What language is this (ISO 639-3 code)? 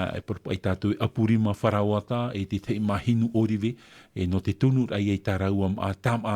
tah